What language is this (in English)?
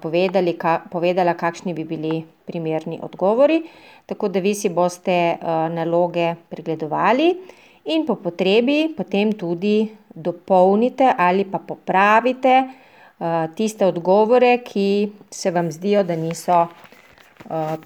Slovenian